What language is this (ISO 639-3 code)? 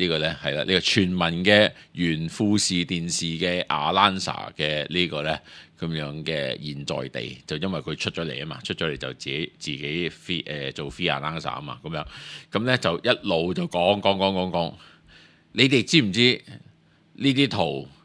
yue